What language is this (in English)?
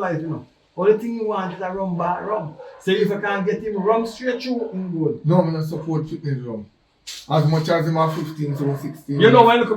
Jamaican Creole English